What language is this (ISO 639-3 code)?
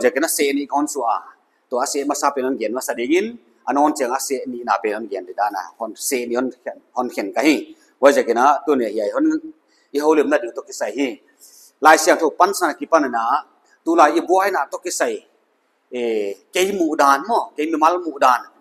pck